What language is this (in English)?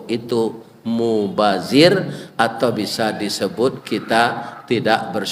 Minangkabau